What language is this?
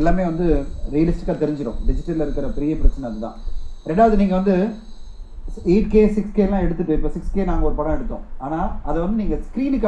Tamil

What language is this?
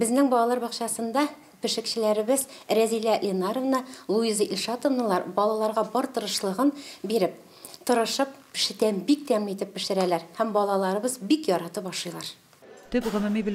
Tatar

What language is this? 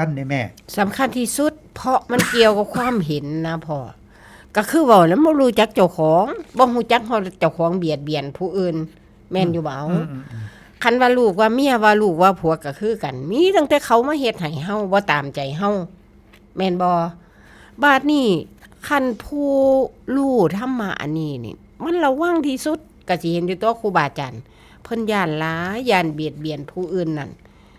Northeastern Thai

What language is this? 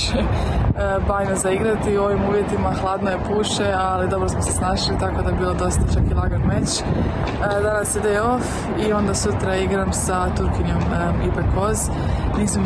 Croatian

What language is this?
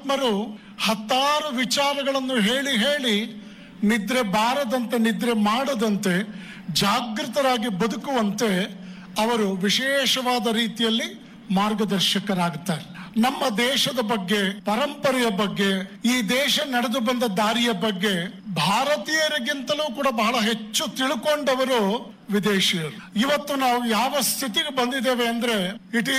Kannada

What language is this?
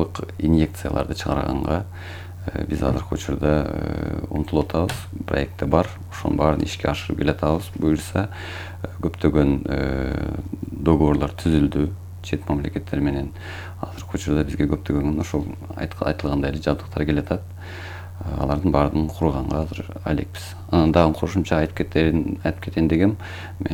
Kyrgyz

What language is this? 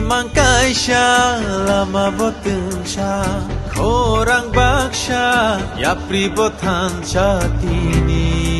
Kok Borok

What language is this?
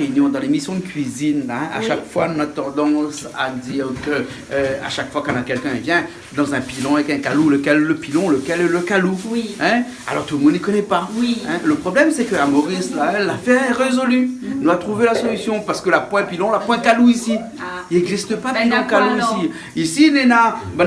Réunion Creole French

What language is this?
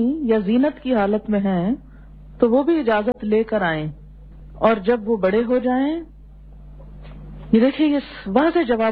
Urdu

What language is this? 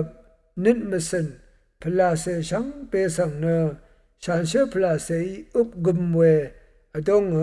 Rawang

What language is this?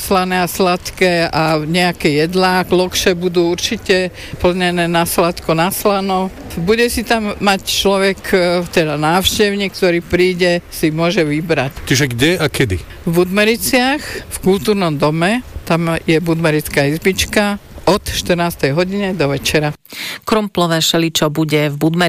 Slovak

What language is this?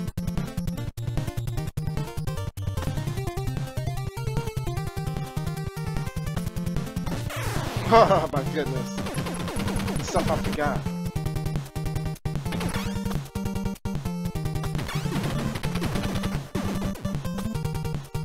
English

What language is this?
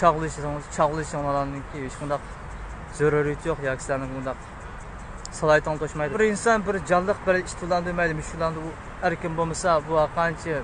Uyghur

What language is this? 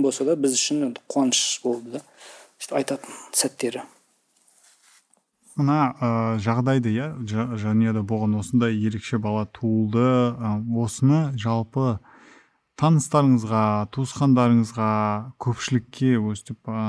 Kazakh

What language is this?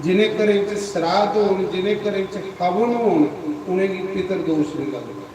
Dogri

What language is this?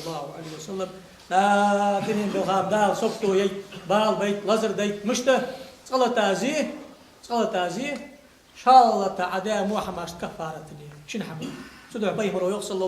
Ingush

